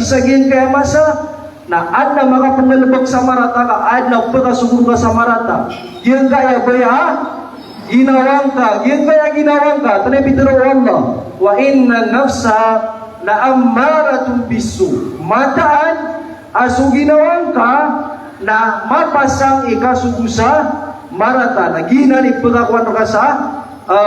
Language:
Maranao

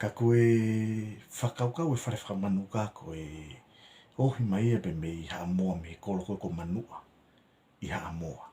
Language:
Tongan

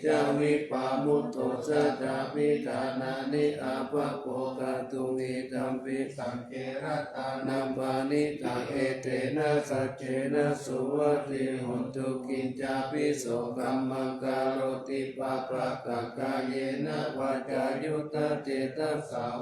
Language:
Pali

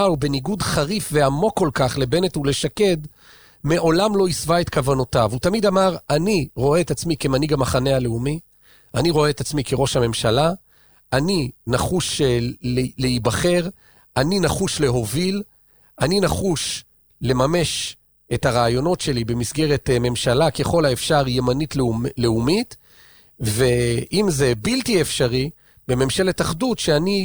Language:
Hebrew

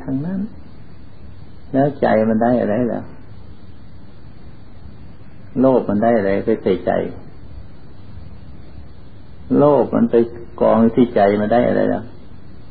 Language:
Thai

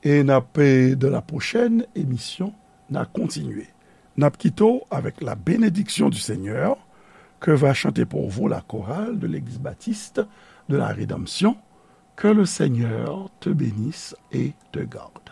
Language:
Haitian Creole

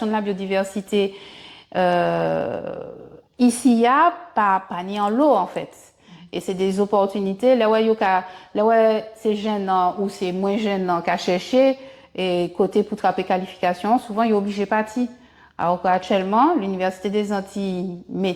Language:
Guadeloupean Creole French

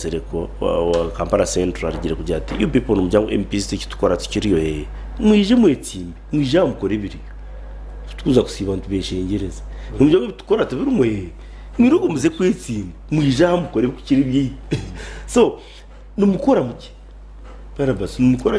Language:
Nyankole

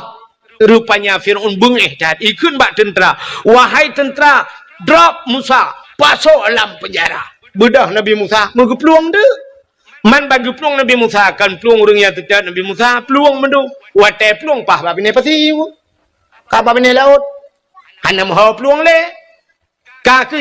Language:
Achinese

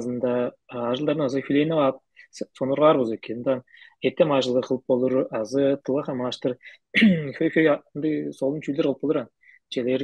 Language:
Tuvinian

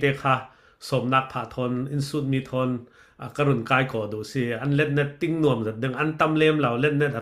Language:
Falam Chin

